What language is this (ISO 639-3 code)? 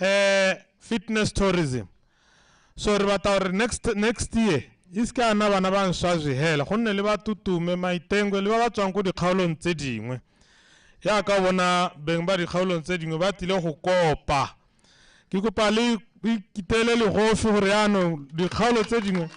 tsn